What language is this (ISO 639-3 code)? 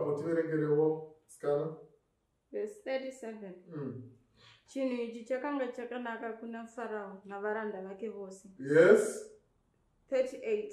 sna